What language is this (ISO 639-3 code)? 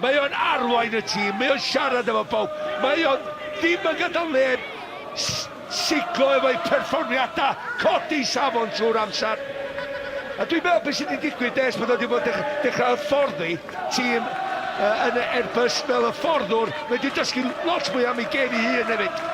cym